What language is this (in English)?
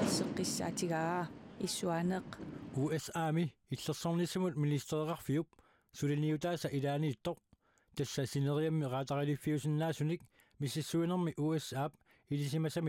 Kalaallisut